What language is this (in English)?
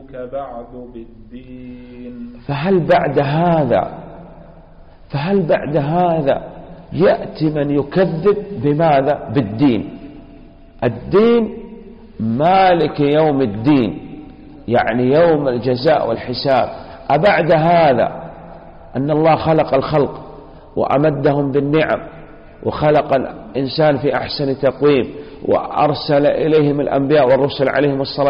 Arabic